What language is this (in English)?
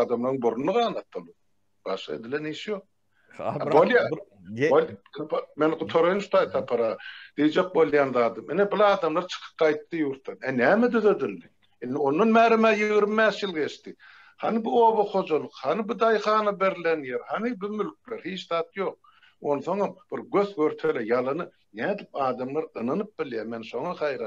Turkmen